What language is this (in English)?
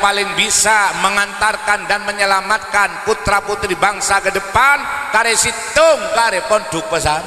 Madurese